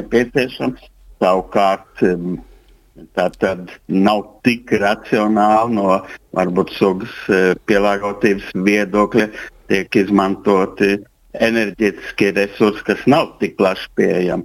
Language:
Latvian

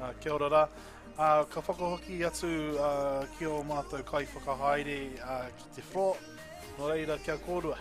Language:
Māori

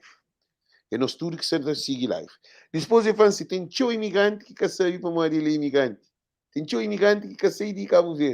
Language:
Kabuverdianu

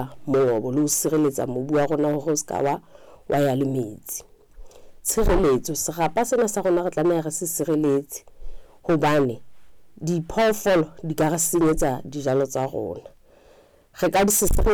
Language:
Southern Sotho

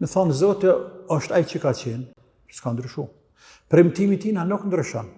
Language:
Albanian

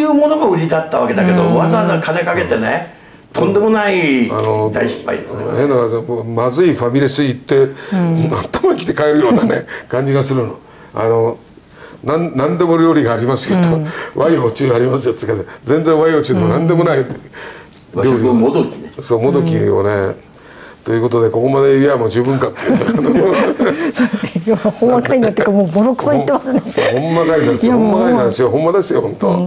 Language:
Japanese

